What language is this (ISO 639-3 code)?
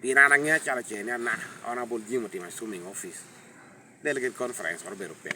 laj